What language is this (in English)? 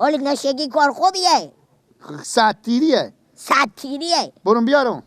Persian